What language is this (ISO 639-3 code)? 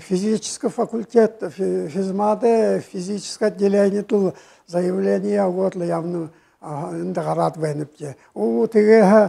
bua